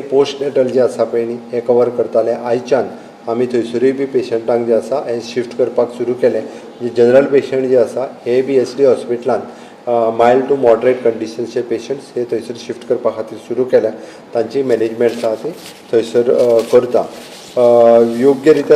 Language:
Konkani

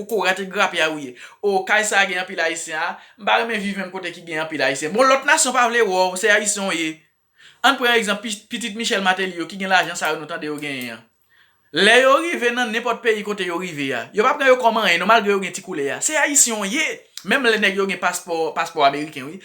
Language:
Haitian Creole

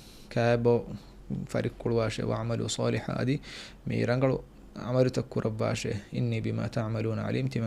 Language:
Divehi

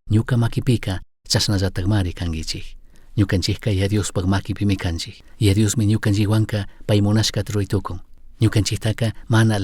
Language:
Chimborazo Highland Quichua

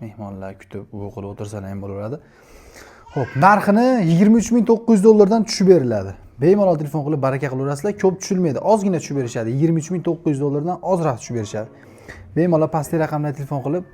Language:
Uzbek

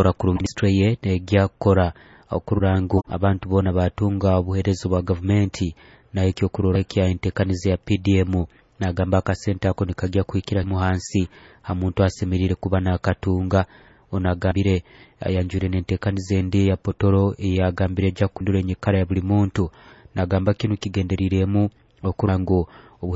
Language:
Nyoro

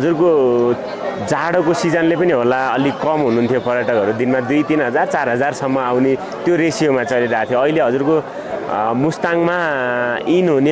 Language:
Nepali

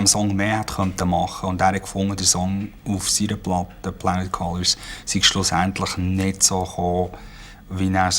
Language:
Swiss German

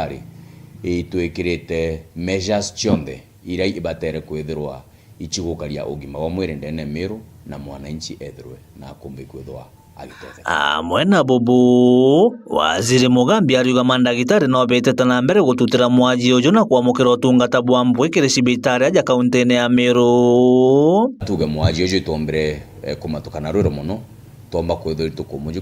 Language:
Meru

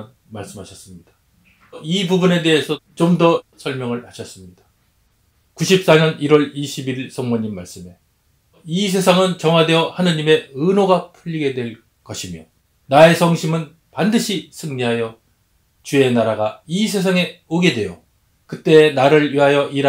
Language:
Korean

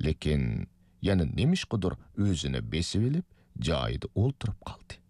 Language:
Uyghur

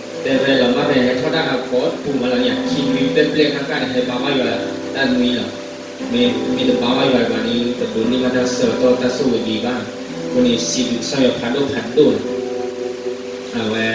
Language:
S'gaw Karen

